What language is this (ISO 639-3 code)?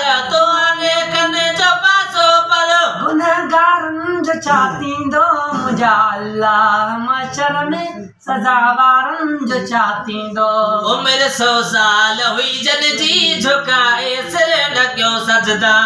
snd